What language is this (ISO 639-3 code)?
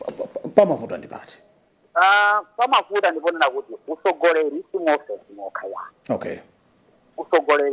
nya